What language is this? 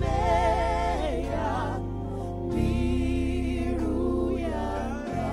Venda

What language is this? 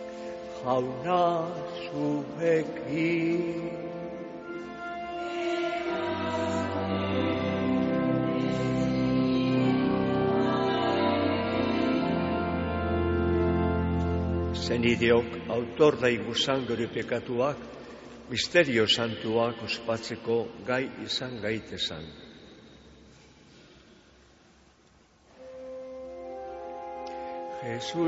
Basque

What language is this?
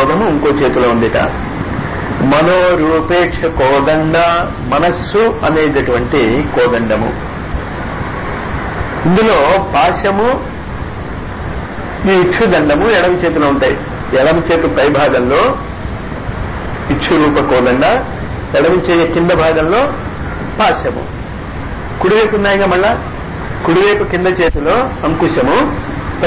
Telugu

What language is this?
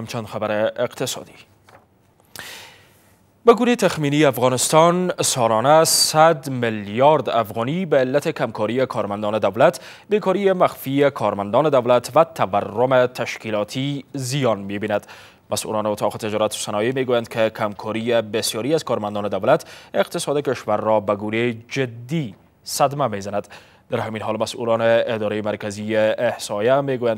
Persian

